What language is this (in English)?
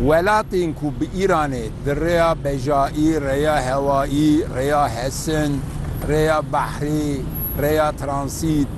Kurdish